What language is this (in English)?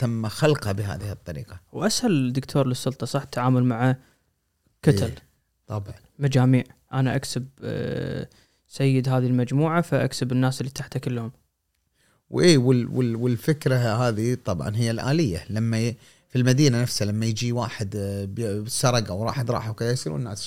Gulf Arabic